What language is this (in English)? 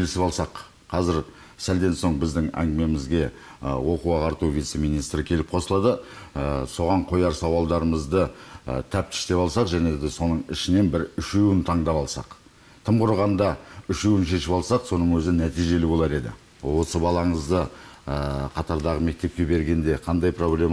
Kazakh